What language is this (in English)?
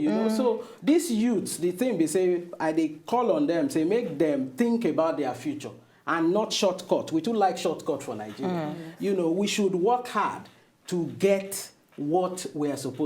Nigerian Pidgin